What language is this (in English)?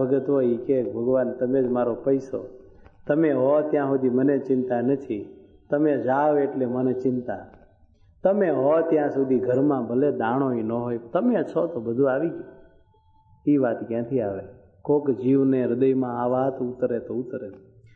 Gujarati